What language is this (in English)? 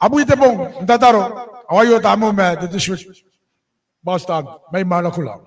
Gilbertese